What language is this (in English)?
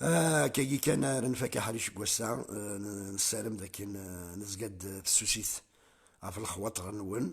Kabyle